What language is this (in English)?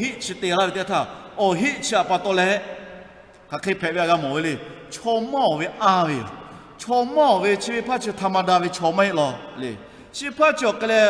Lahu